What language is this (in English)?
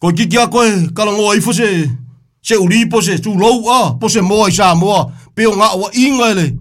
Samoan